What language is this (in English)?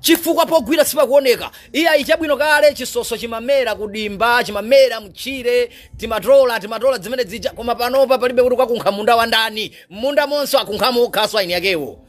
Nyanja